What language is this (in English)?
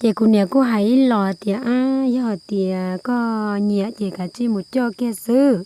Hmong